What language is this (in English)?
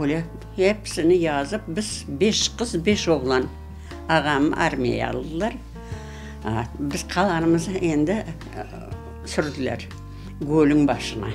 Crimean Tatar